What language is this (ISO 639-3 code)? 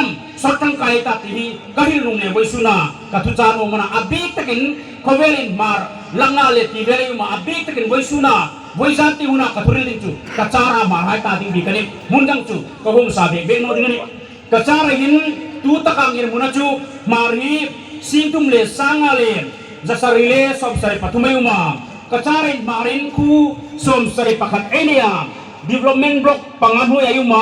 hmr